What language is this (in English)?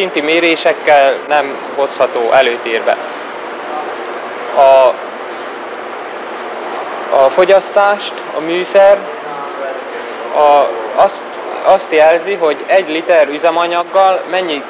Hungarian